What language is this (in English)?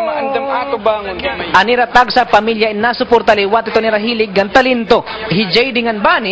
Waray